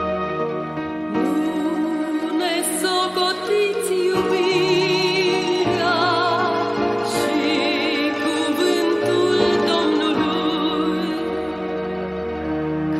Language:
Romanian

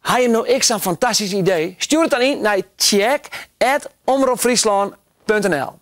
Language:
Western Frisian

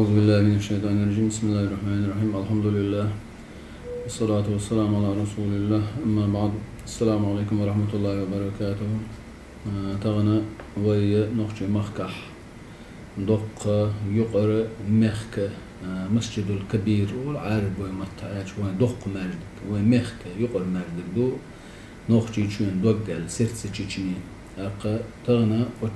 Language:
Chechen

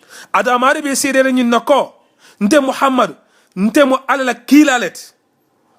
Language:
Mandingo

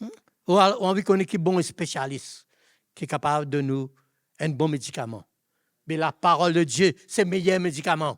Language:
Morisyen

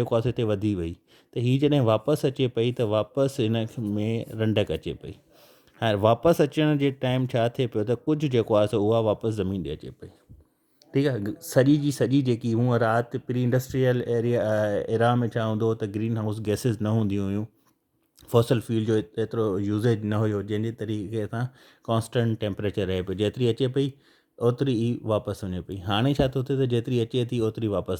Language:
Sindhi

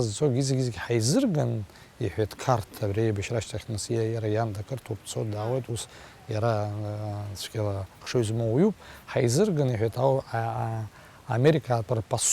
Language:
Abkhazian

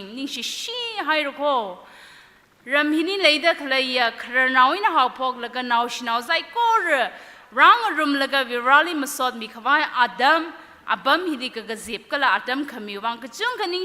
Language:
Tangkhul Naga (India)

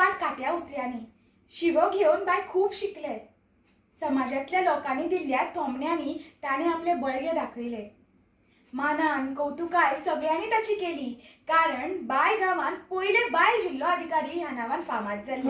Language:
Konkani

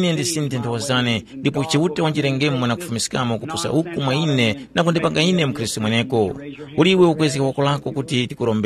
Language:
Tumbuka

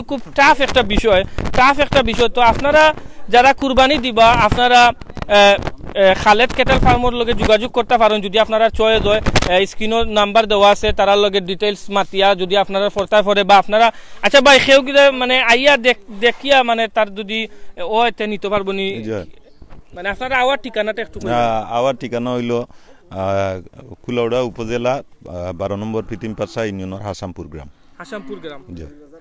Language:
Sylheti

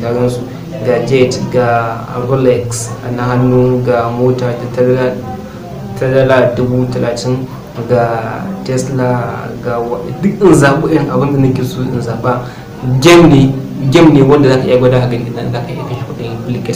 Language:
Hausa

